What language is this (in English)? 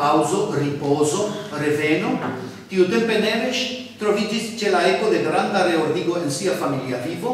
Esperanto